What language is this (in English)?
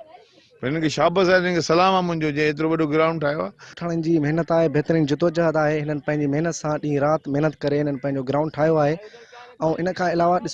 Sindhi